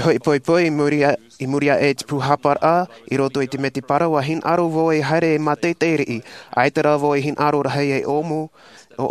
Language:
Tahitian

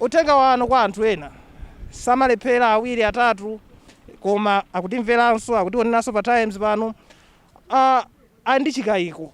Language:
Nyanja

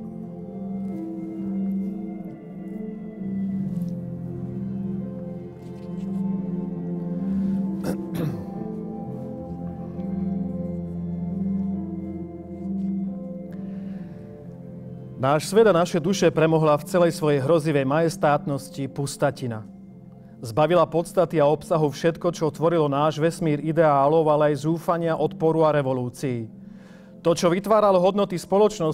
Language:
Slovak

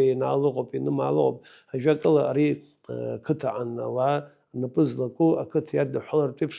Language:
Abkhazian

